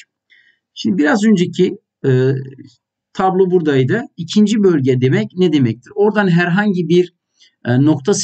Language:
Turkish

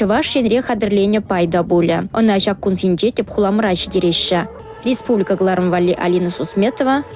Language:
Chuvash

